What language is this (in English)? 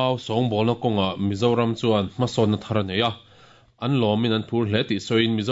Mizo